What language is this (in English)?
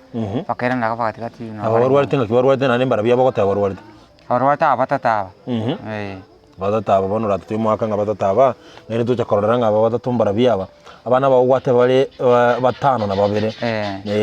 Gusii